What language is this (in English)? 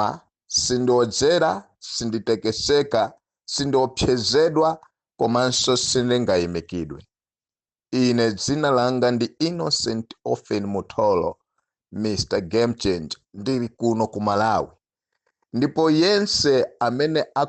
Nyanja